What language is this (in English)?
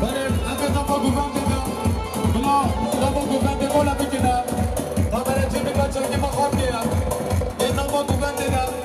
Kurdish